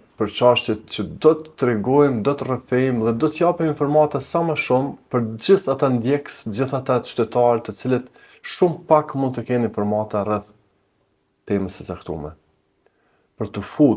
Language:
Albanian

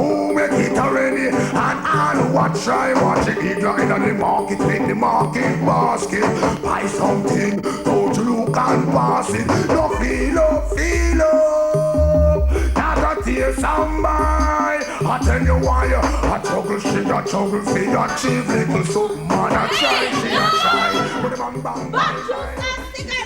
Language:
Jamaican Creole English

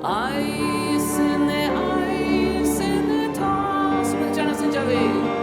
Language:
Faroese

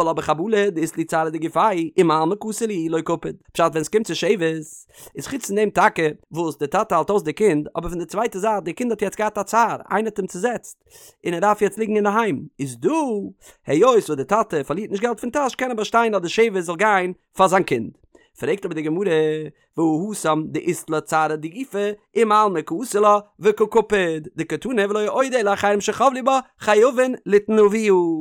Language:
Yiddish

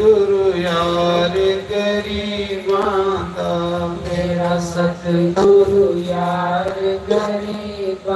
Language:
Dogri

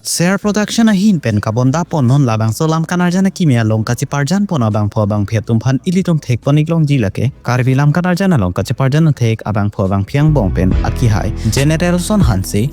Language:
Karbi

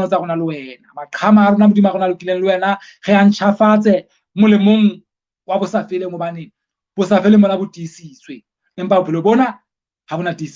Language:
Southern Sotho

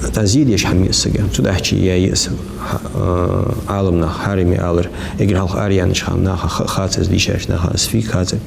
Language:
Ingush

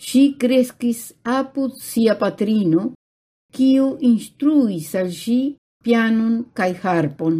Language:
Esperanto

